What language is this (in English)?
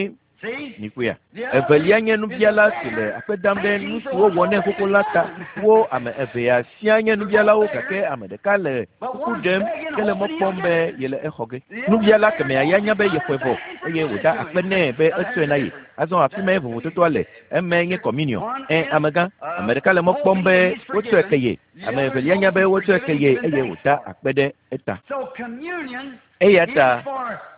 Ewe